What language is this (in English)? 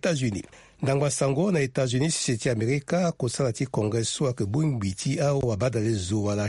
Sango